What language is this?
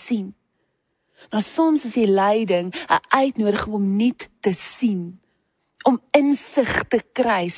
Afrikaans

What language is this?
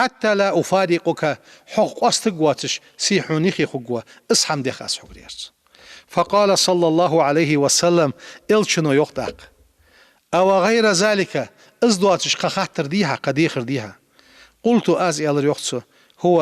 Ingush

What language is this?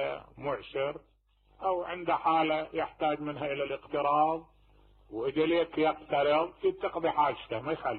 Mesopotamian Arabic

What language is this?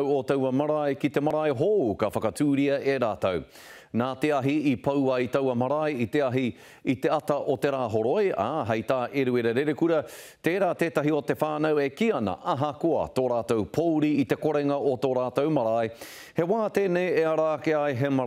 Māori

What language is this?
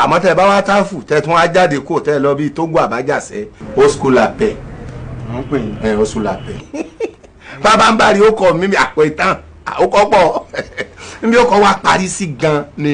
Yoruba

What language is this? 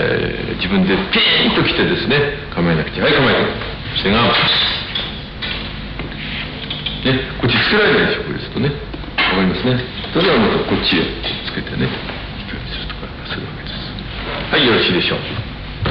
Japanese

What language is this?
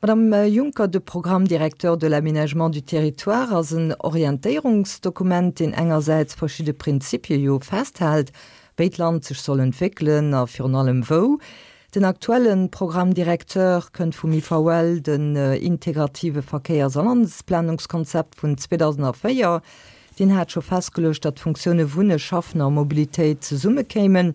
Luxembourgish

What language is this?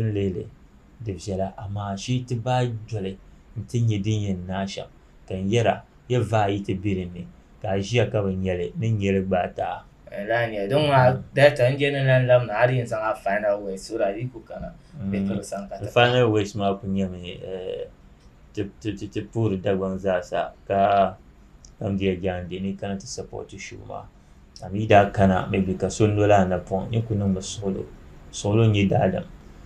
Dagbani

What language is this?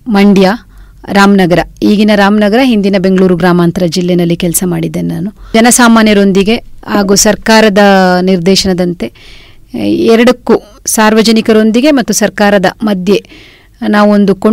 Kannada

